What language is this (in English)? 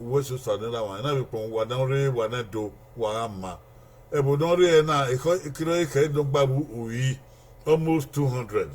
Bini